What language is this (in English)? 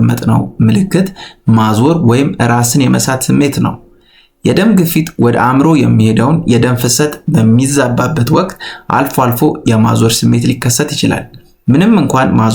Amharic